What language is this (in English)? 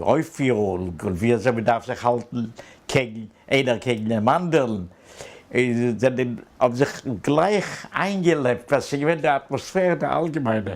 Yiddish